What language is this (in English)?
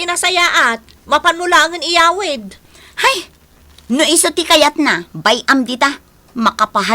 Iloko